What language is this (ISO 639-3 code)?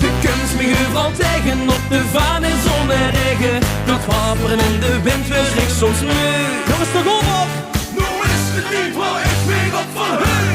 lim